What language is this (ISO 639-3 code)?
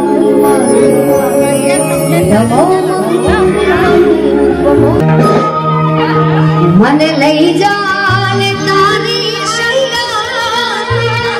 guj